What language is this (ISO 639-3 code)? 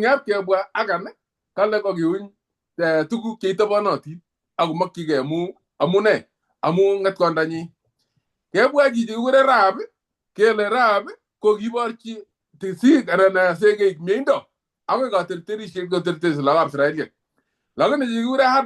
kln